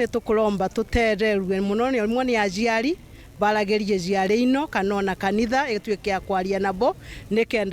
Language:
Meru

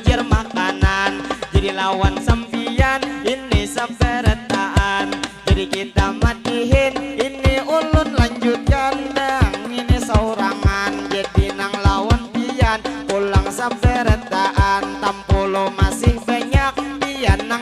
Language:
Banjar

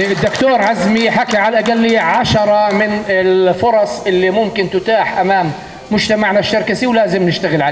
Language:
North Levantine Arabic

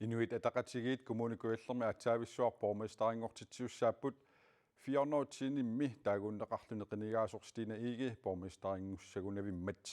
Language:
Kalaallisut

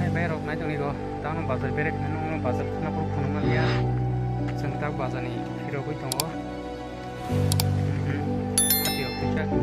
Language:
Kok Borok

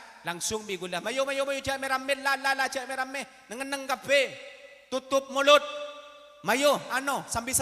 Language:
Madurese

